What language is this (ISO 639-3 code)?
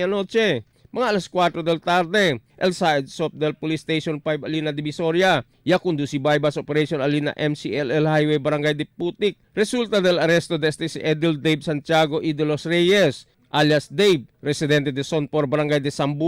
cbk